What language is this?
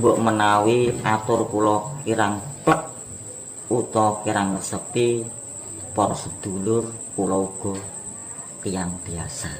Javanese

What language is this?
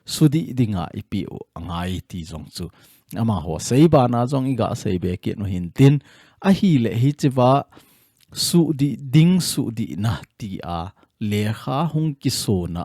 Thado Chin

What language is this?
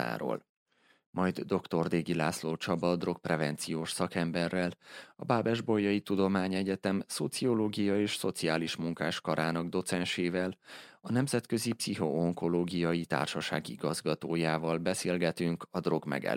Hungarian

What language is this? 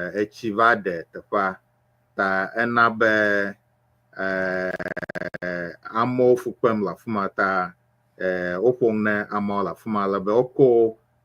Ewe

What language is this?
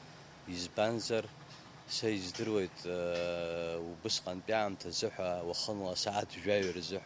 Abkhazian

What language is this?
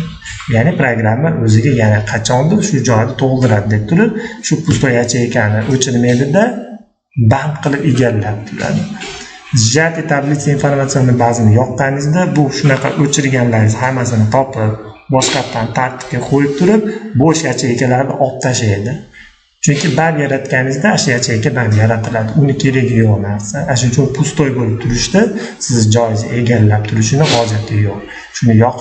Uzbek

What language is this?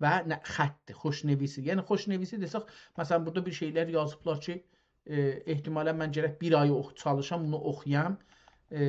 South Azerbaijani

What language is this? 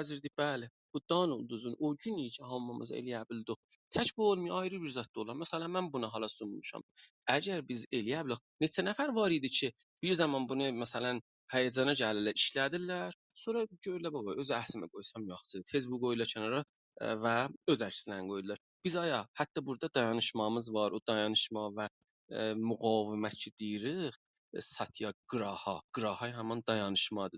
South Azerbaijani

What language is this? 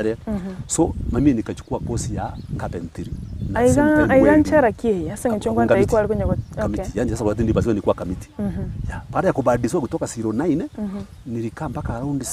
Gusii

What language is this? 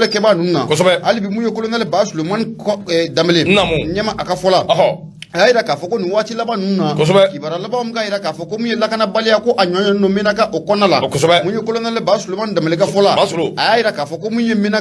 Bambara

